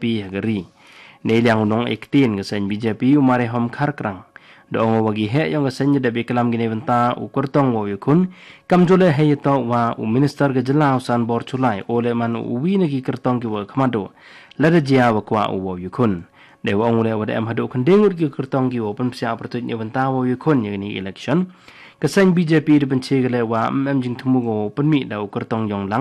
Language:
Khasi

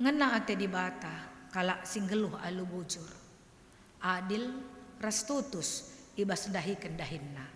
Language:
Batak Karo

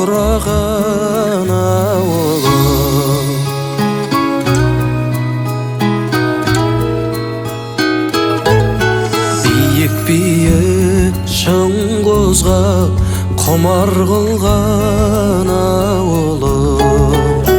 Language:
Kazakh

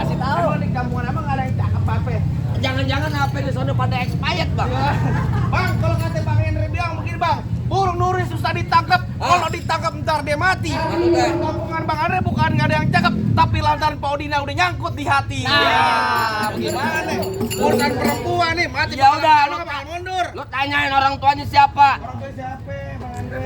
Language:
Betawi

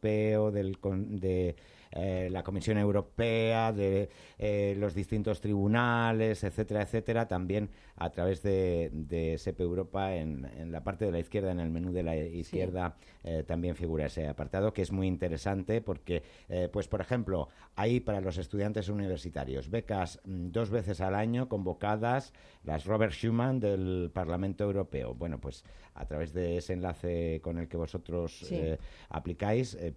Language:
Spanish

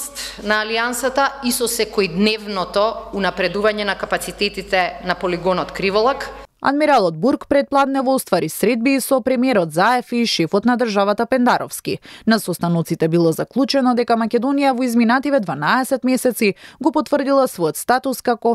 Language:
Macedonian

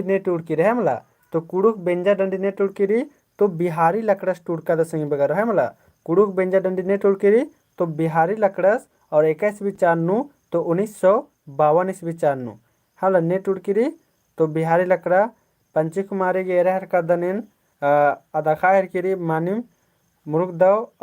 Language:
Kurukh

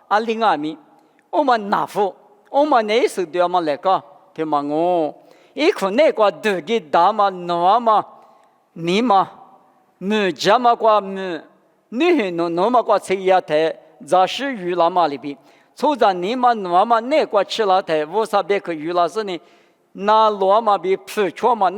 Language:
Lisu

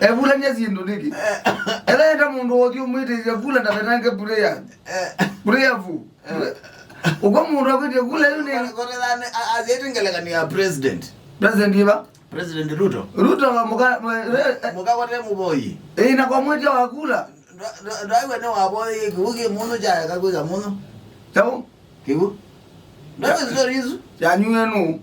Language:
Kamba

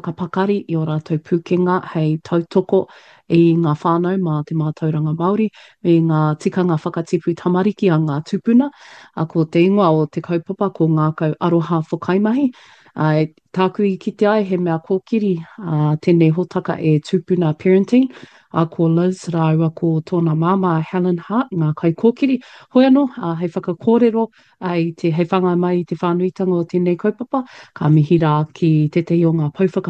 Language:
Māori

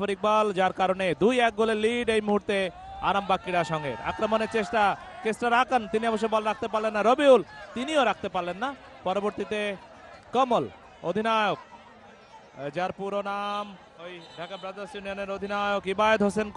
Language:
Bangla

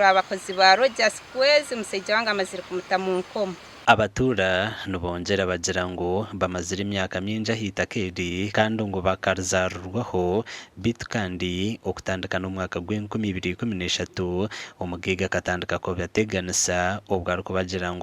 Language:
Nyankole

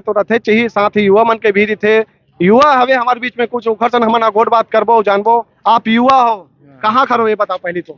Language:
Chhattisgarhi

